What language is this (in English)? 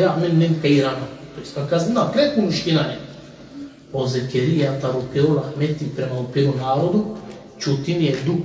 Balkan Romani